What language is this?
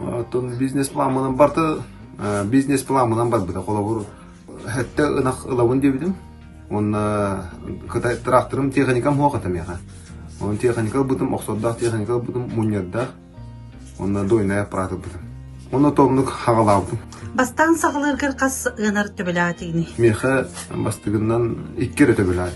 Yakut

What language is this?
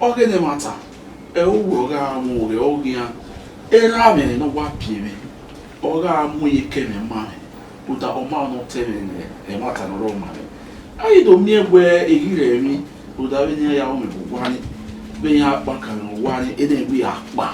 Bini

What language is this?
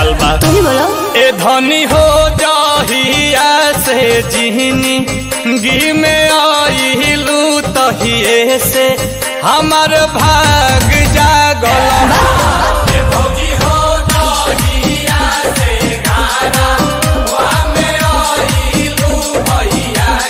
Bhojpuri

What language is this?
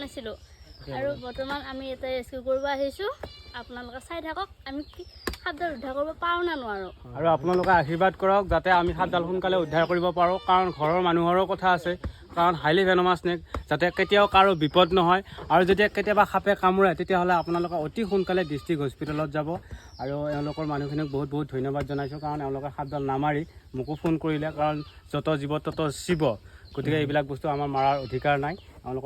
Assamese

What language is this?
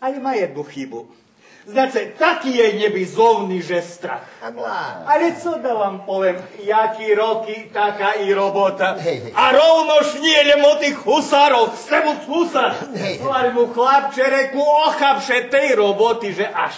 Rusyn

